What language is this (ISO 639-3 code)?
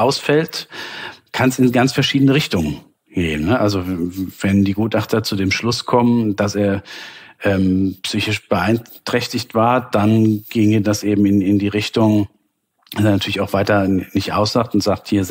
deu